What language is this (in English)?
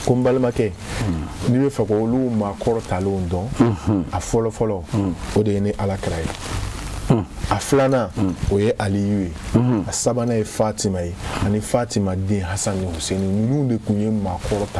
Bambara